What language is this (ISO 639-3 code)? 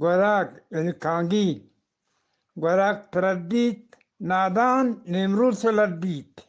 bgp